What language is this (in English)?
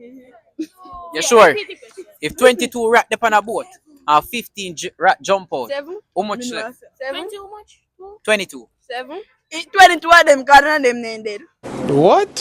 Jamaican Creole English